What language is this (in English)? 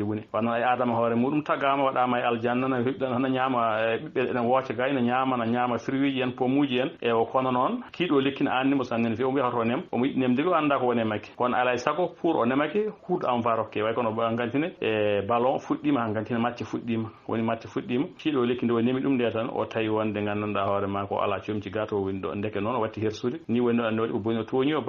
Fula